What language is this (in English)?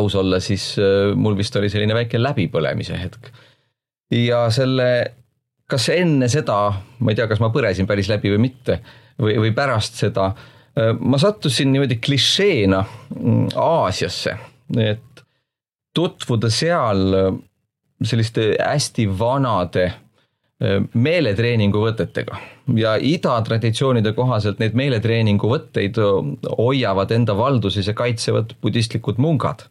Estonian